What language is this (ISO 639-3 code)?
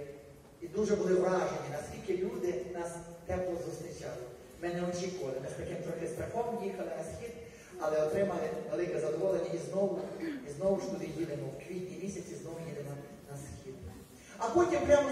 ukr